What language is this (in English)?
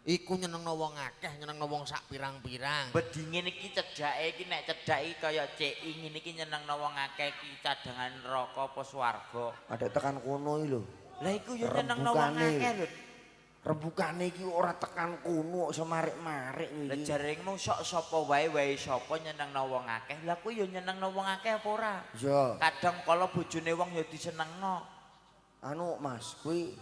Javanese